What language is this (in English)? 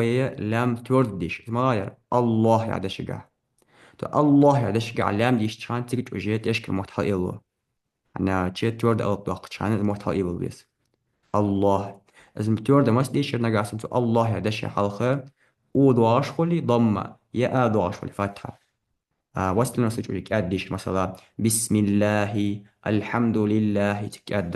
Ingush